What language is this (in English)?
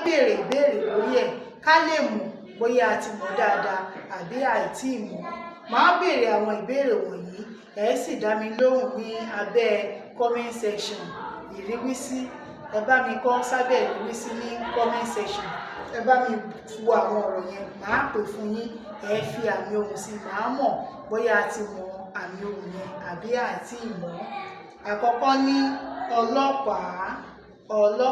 Yoruba